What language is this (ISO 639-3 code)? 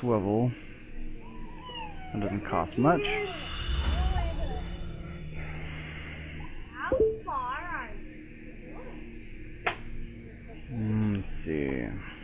eng